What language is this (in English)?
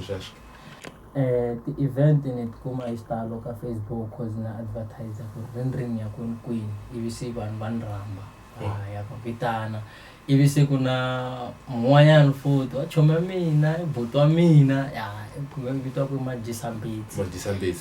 Tsonga